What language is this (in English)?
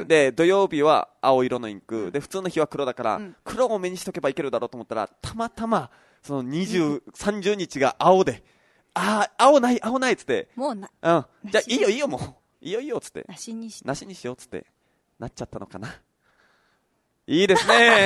Japanese